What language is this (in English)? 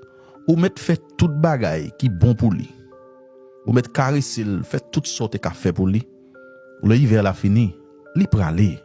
Haitian Creole